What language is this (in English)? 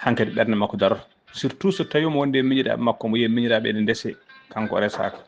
Fula